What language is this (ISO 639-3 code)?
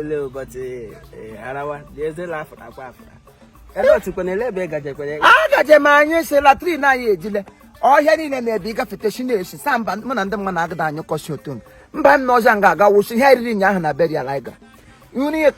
ibo